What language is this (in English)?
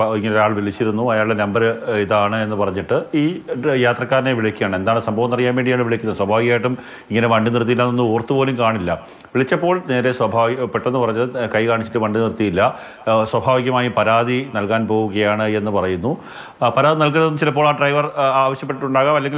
Malayalam